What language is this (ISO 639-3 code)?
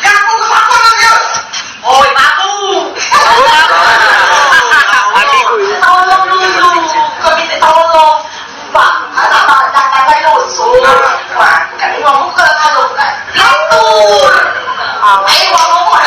mui